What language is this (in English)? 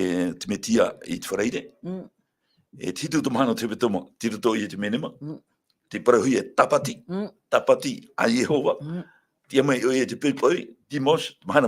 Tahitian